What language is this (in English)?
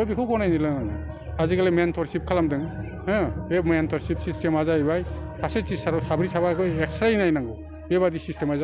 Bodo